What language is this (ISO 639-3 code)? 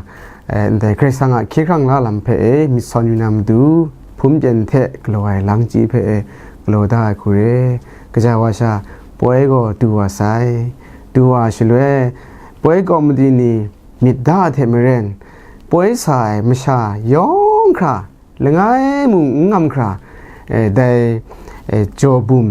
kac